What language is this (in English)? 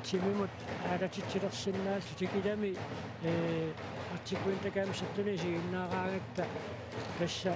Kalaallisut